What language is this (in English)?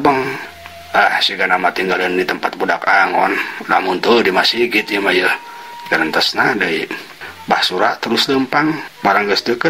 Sundanese